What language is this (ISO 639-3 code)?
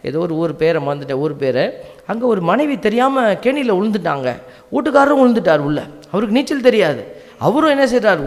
tam